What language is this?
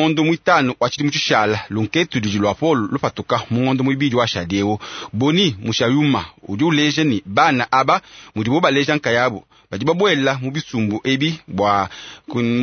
Luba-Lulua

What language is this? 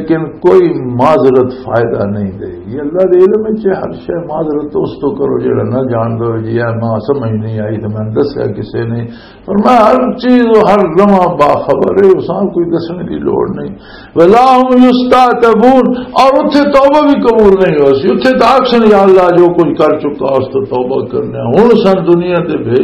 Western Panjabi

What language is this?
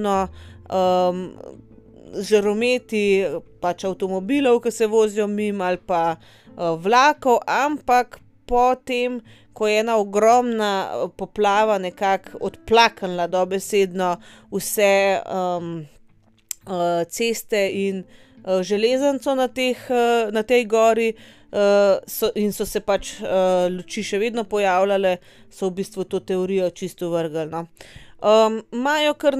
Slovenian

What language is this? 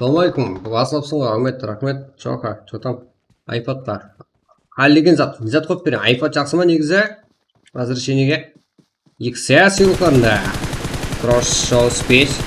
Kara-Kalpak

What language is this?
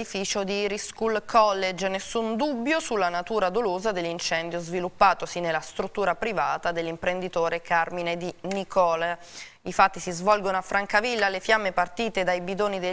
Italian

